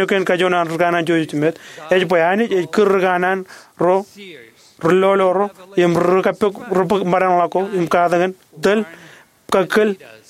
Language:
Marshallese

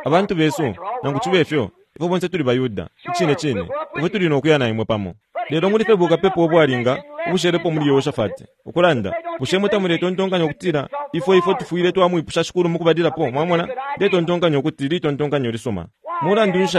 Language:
Bemba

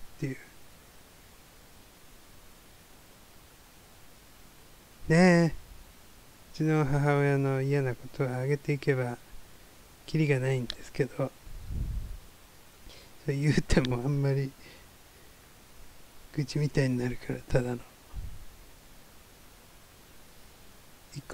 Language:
Japanese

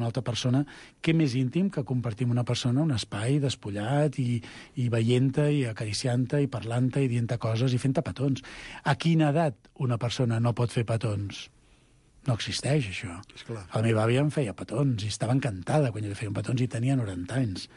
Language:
Catalan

